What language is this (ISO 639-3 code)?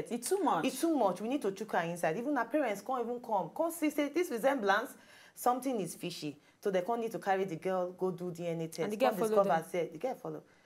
pcm